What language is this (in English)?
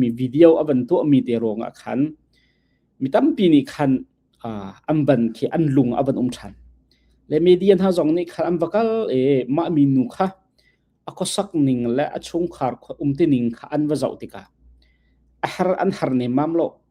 Hakha Chin